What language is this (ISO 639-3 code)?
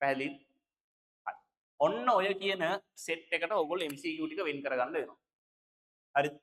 sin